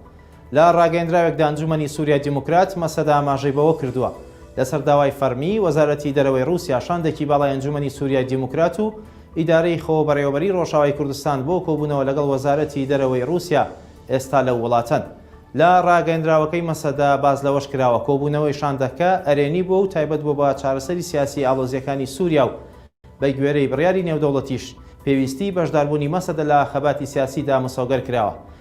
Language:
Central Kurdish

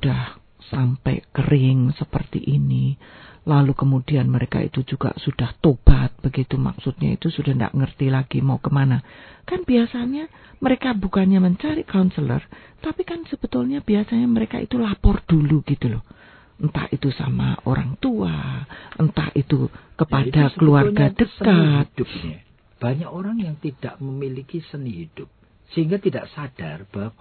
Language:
Indonesian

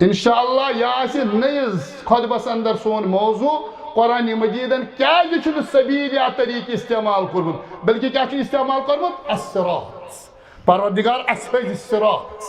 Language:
Kashmiri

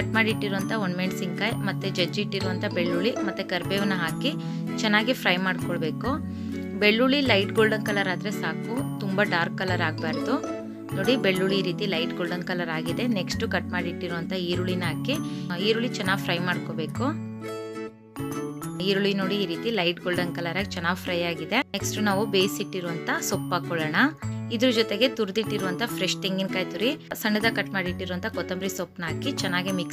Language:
Kannada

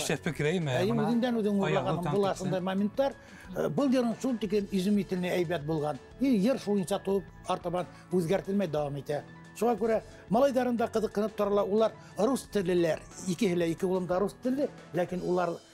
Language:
Bashkir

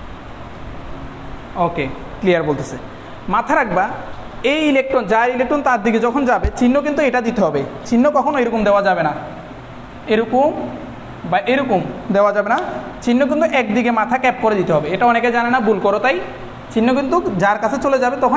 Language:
Bangla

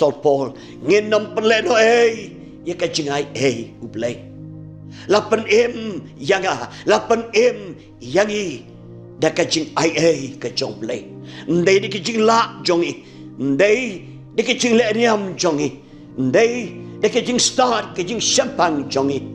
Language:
Khasi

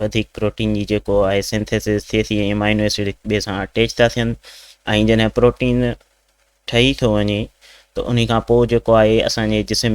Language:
Sindhi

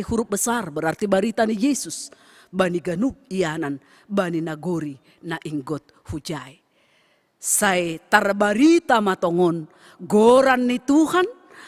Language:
Batak Simalungun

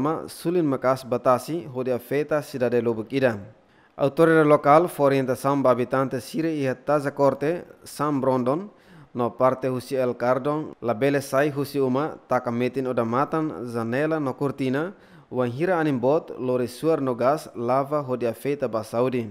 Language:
Tetum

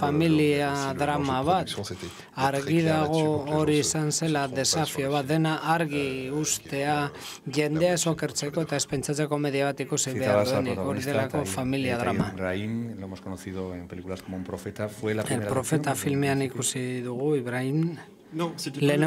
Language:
Basque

